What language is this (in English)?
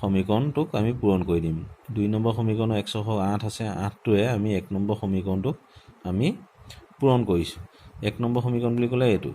Assamese